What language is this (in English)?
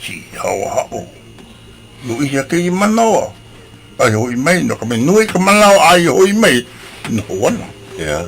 Hawaiian